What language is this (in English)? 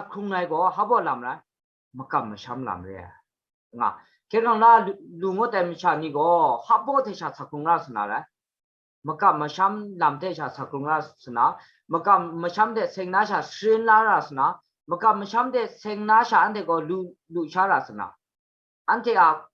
Kachin